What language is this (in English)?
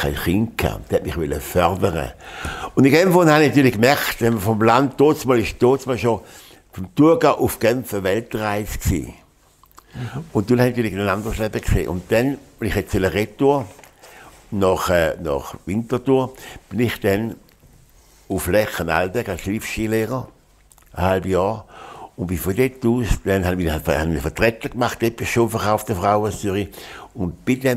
Swiss German